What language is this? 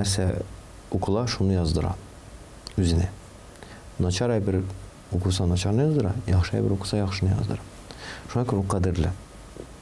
Tatar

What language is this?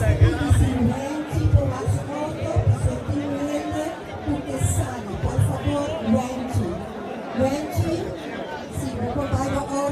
Papiamento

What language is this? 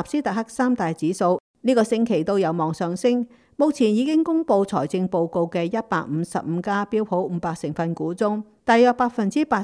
Cantonese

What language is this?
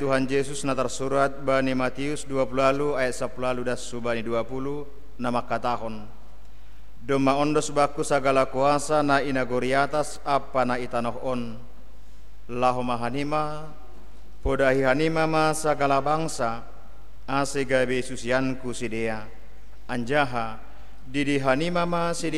Batak Simalungun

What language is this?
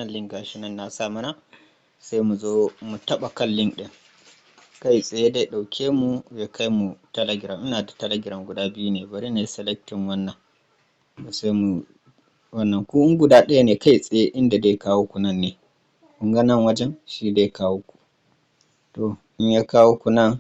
Hausa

